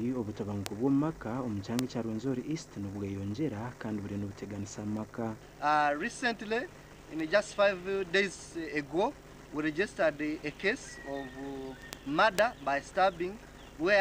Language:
Nyankole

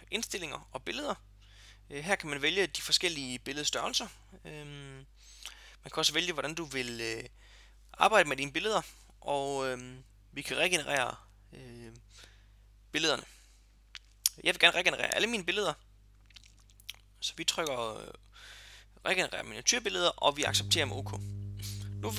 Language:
Danish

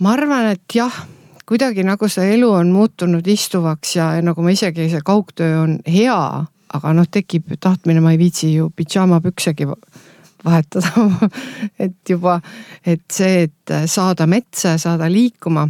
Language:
Estonian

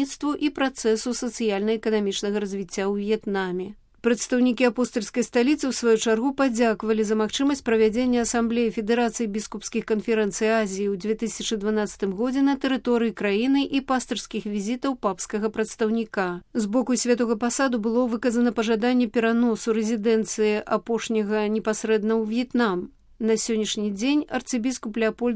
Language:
Belarusian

